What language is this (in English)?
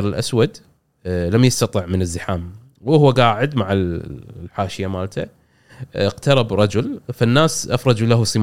Gulf Arabic